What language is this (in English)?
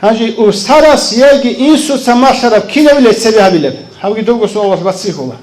Avaric